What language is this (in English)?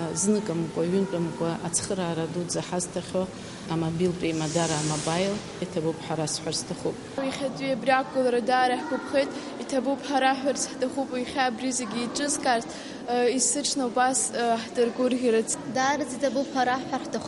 Abkhazian